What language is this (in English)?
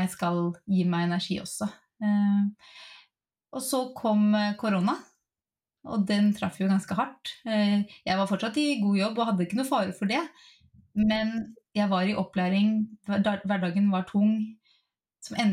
Norwegian